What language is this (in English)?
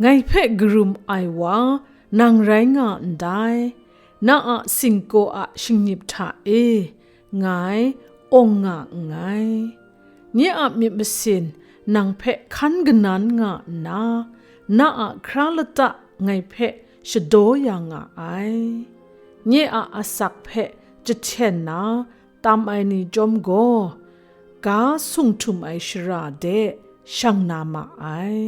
Kachin